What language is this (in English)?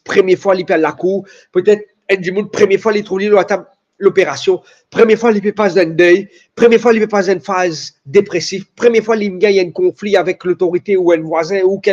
Morisyen